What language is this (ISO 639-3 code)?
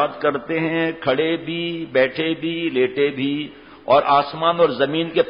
urd